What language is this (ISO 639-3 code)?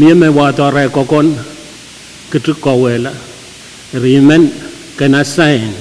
pon